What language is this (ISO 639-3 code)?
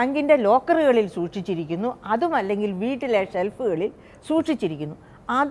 mal